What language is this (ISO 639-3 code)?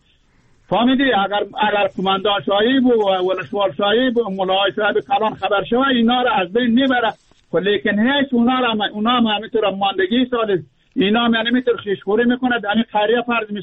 fas